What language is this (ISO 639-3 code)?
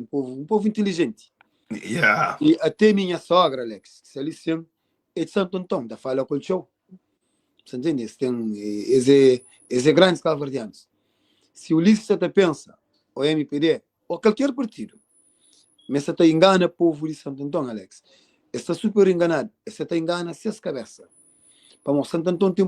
kea